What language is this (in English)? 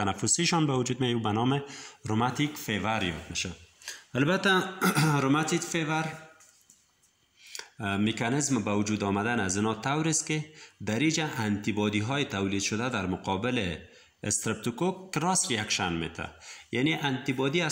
Persian